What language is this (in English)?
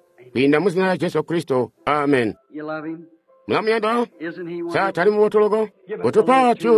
Tonga (Zambia)